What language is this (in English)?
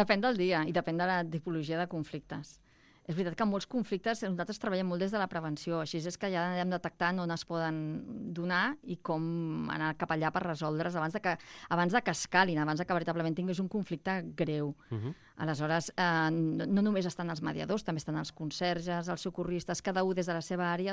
Catalan